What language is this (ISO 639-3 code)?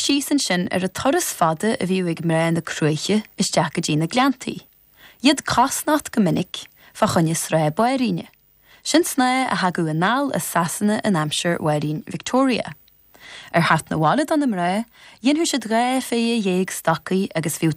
gle